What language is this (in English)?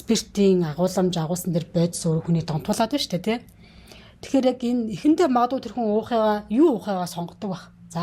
Mongolian